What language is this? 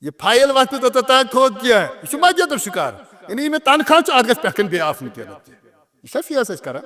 Kashmiri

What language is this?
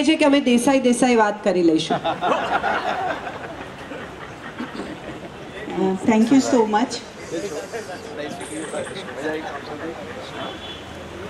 Gujarati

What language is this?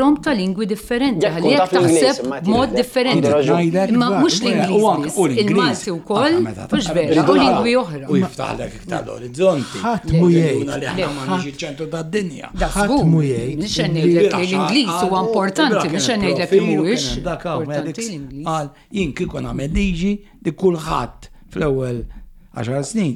Maltese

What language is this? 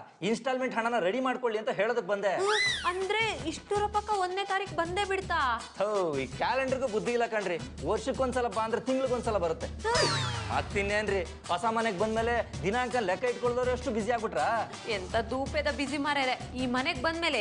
Kannada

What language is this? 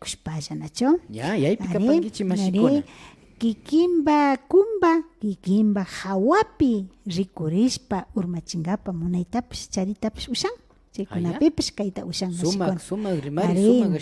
Imbabura Highland Quichua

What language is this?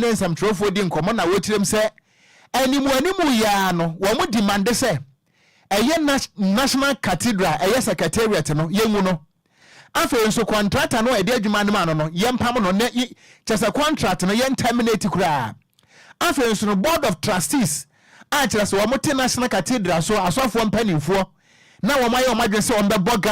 Akan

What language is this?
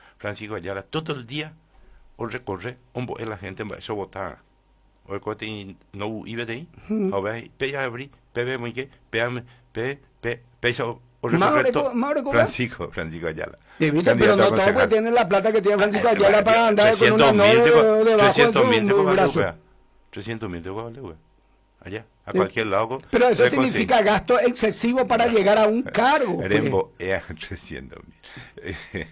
Spanish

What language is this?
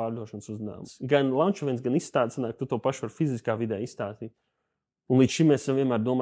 Latvian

